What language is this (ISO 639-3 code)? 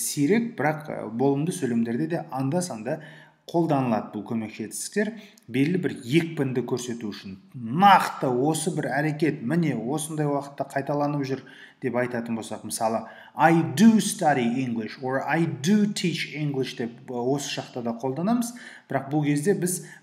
kaz